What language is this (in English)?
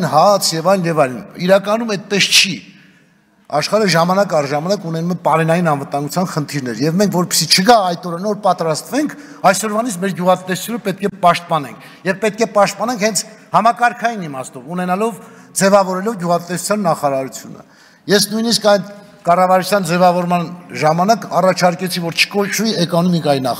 Armenian